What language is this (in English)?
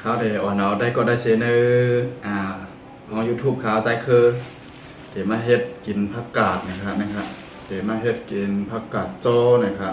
Shan